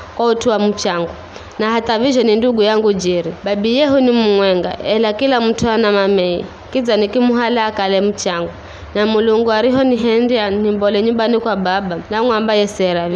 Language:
Giryama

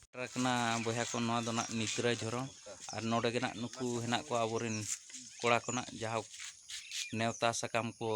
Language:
Santali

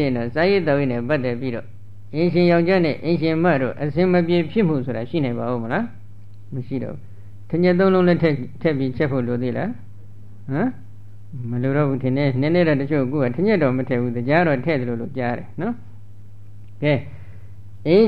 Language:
Burmese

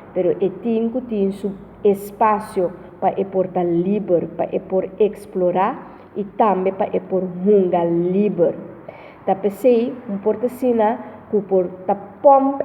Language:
Papiamento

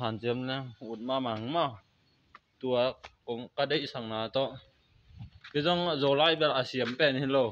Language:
Tedim Chin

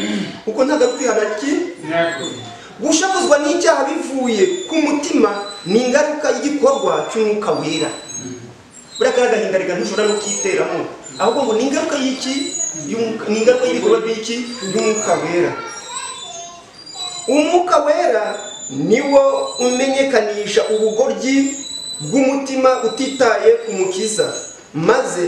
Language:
Kinyarwanda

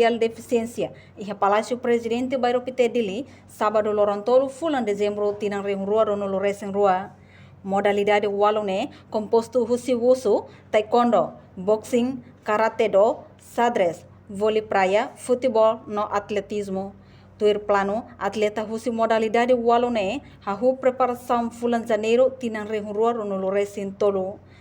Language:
Tetum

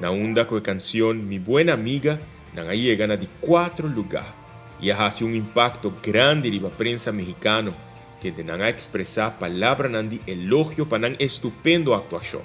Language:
Papiamento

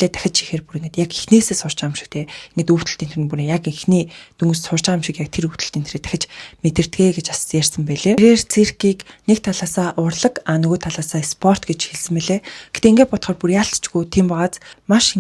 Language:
Mongolian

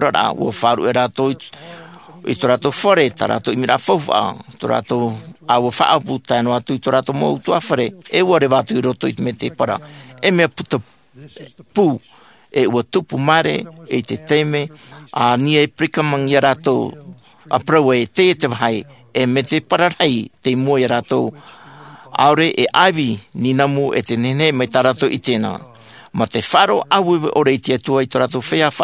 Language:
Tahitian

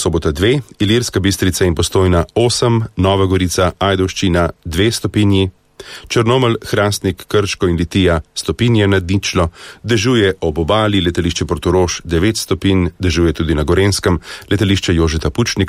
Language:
Slovenian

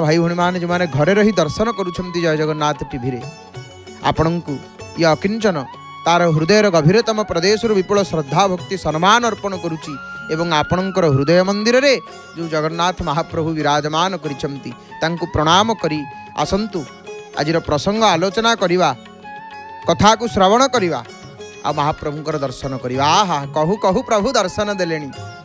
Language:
Odia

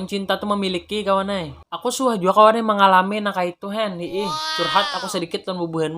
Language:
Banjar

